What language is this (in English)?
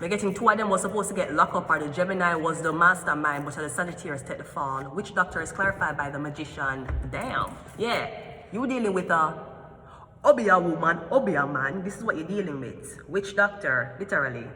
Jamaican Creole English